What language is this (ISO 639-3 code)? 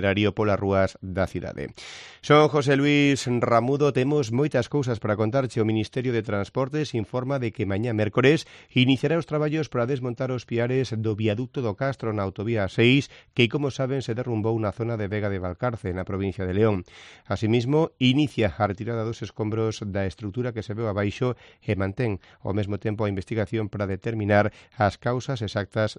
glg